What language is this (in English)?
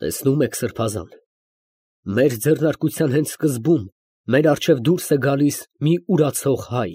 Armenian